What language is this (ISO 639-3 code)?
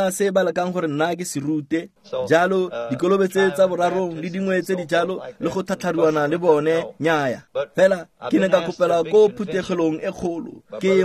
tsn